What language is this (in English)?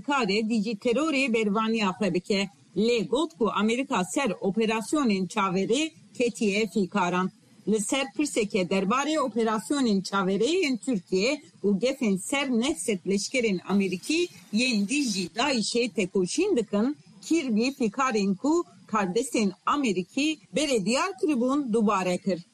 Kurdish